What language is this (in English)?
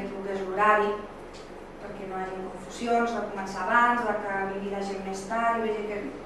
Catalan